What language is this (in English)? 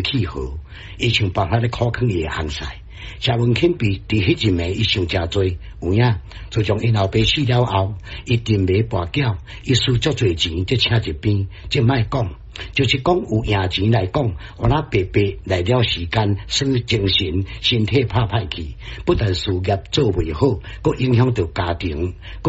Min Nan Chinese